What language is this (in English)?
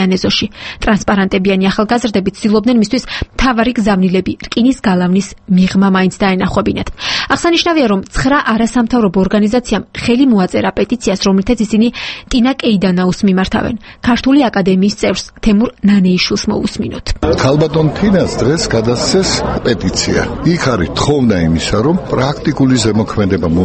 Georgian